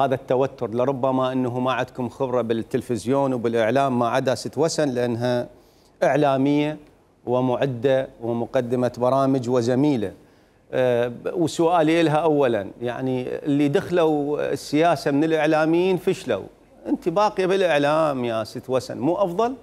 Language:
Mesopotamian Arabic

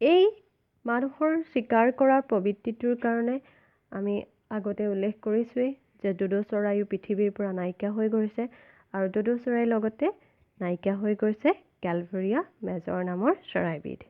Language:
Assamese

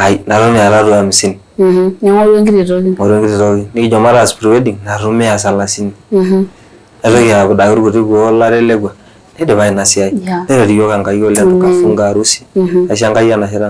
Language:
Masai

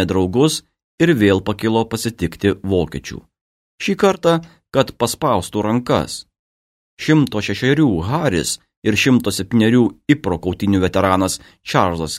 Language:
Lithuanian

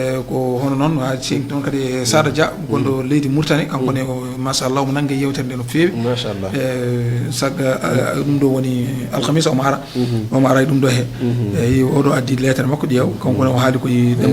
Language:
Fula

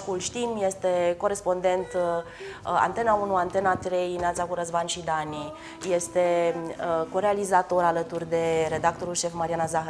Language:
Romanian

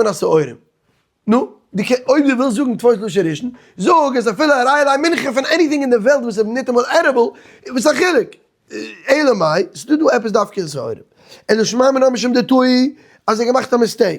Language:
Yiddish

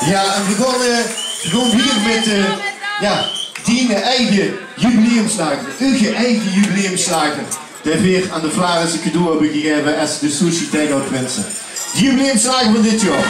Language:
Limburgish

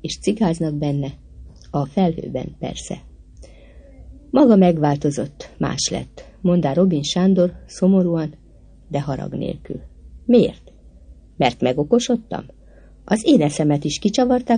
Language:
Hungarian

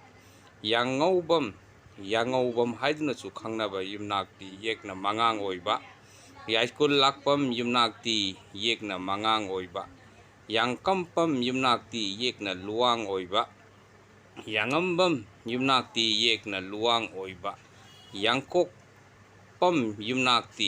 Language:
Manipuri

